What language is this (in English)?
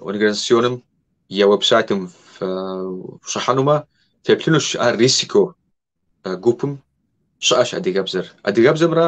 Kabardian